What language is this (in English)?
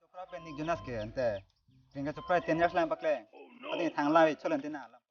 Karbi